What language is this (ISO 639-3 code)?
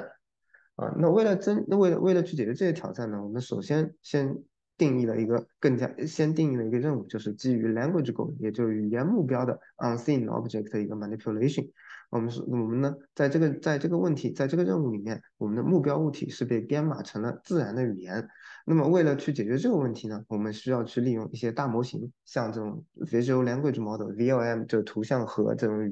zho